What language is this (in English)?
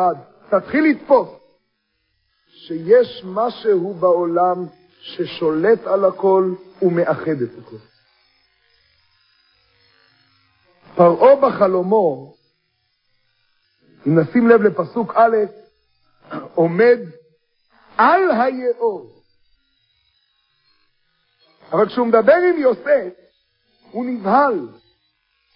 Hebrew